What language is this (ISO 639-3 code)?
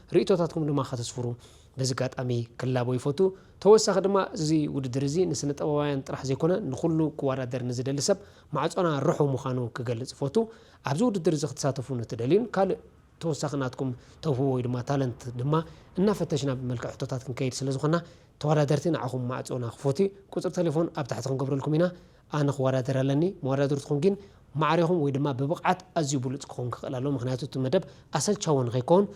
tir